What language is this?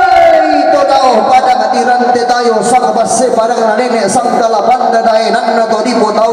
Toraja-Sa'dan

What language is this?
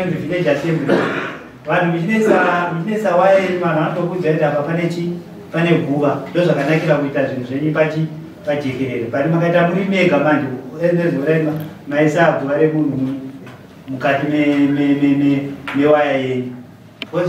Shona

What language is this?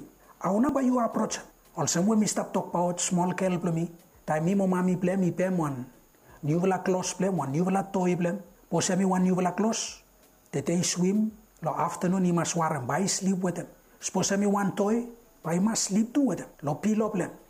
Bislama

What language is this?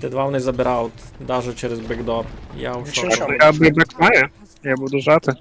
Rusyn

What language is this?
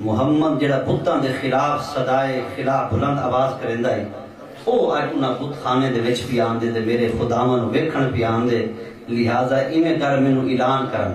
Saraiki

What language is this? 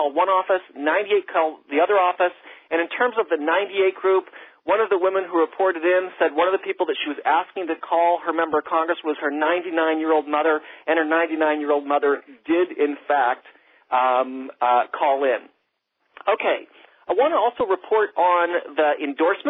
English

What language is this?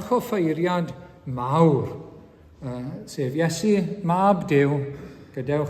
Welsh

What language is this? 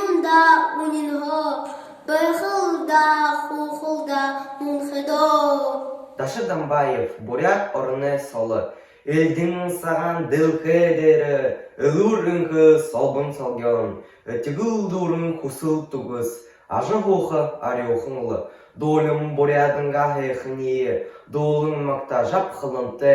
Buriat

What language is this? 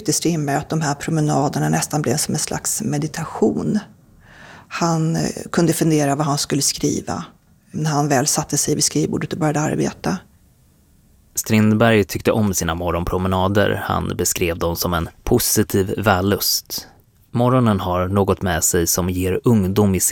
Swedish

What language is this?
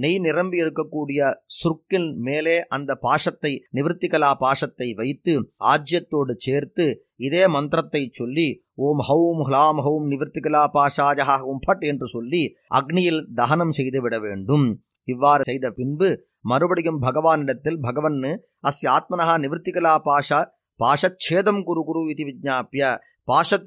Tamil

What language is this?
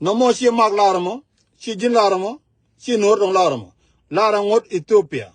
Nuer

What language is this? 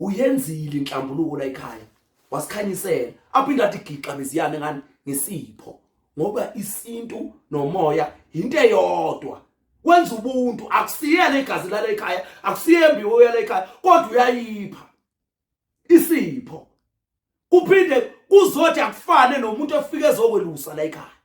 Zulu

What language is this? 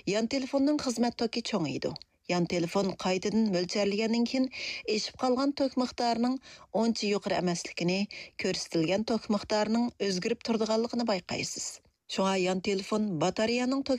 Uyghur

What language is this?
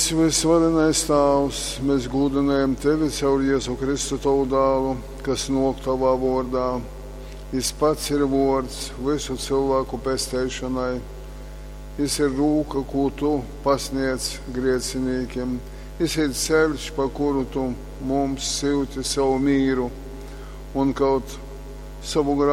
Latgalian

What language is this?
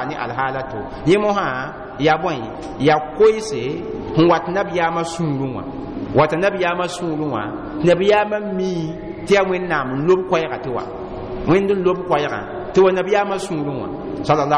Mossi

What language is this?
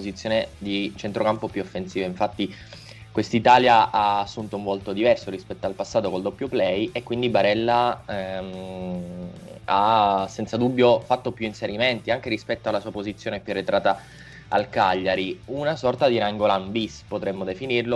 Italian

